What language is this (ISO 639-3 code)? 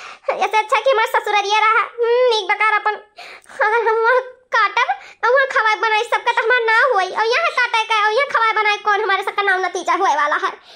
awa